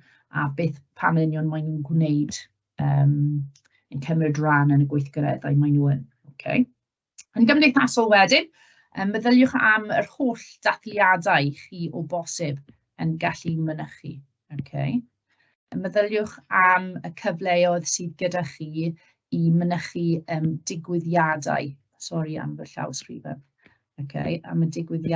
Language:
Welsh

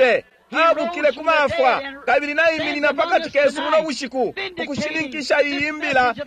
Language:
Bemba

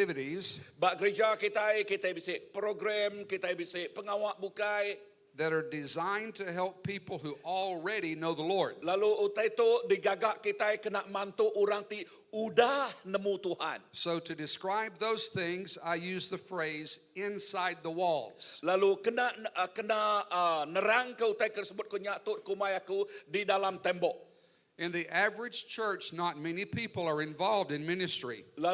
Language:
Iban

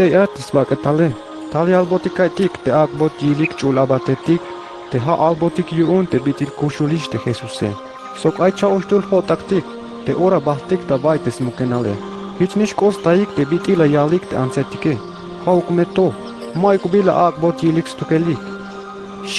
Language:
Tzeltal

